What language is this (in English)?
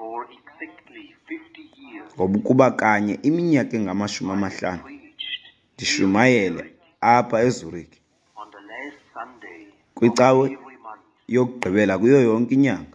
Xhosa